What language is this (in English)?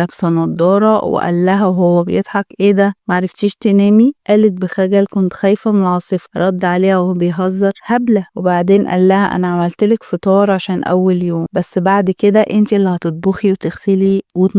Egyptian Arabic